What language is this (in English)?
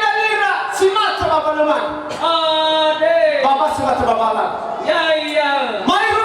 Nias